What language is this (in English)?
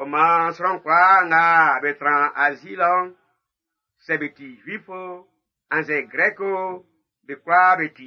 Baoulé